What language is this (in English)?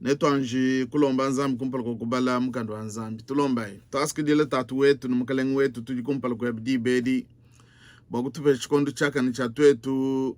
Luba-Lulua